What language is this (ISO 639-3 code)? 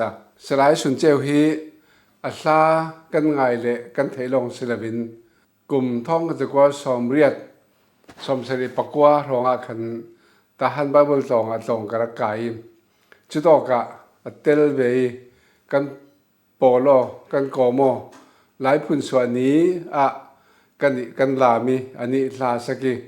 cfm